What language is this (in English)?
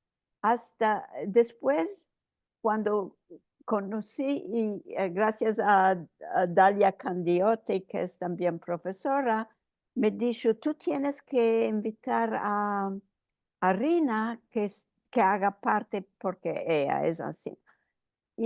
Ladino